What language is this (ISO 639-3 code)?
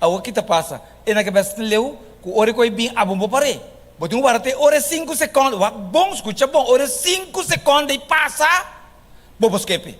pap